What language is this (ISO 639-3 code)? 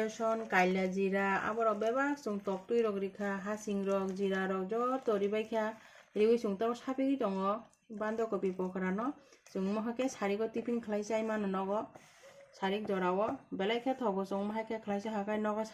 trp